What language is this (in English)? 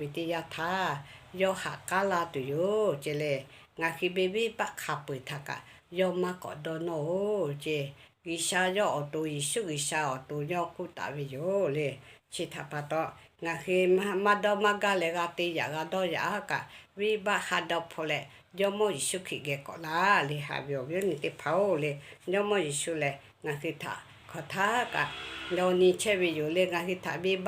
Lahu